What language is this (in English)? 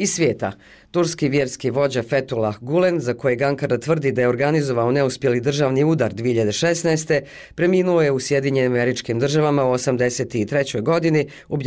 Bosnian